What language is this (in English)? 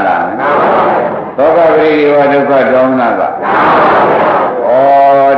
Burmese